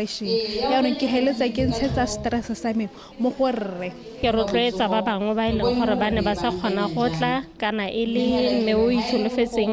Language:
Tswana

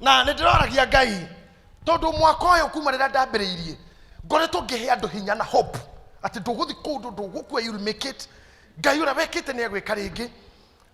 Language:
Kikuyu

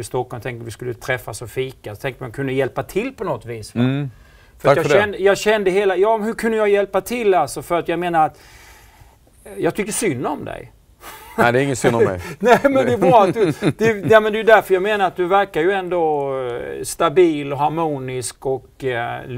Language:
Swedish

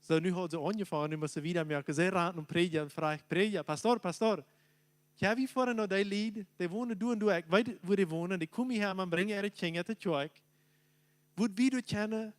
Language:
Plautdietsch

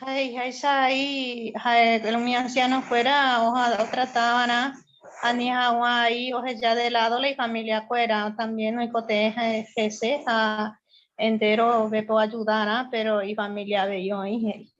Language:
Guarani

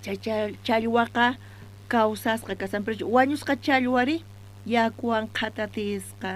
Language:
South Bolivian Quechua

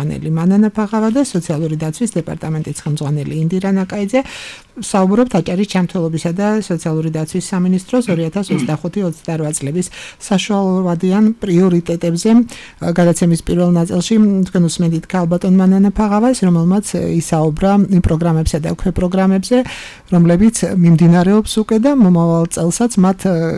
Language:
Georgian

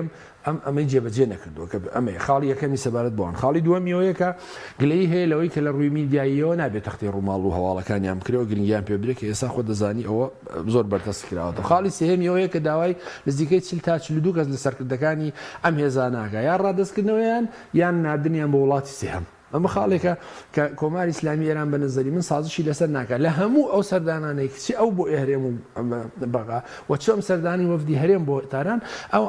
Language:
Central Kurdish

